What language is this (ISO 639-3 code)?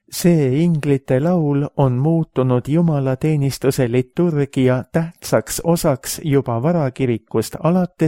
est